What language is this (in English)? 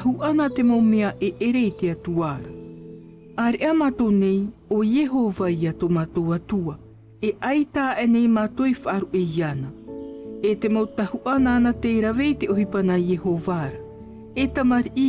Tahitian